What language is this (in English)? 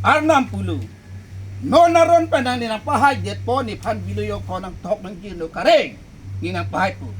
Karbi